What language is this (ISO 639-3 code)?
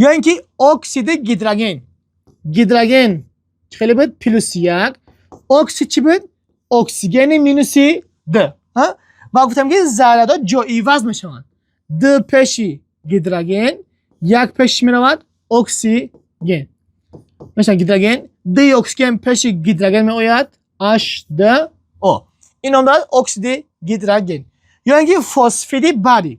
tgk